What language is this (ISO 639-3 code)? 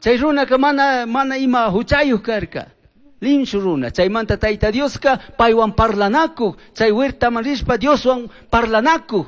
qug